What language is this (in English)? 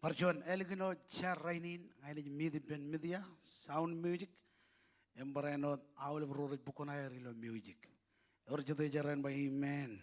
Marshallese